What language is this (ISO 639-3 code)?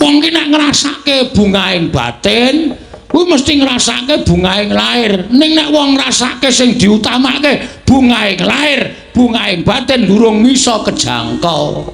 jav